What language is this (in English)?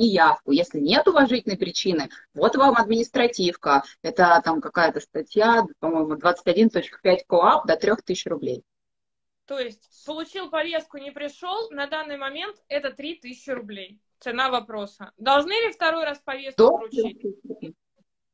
Russian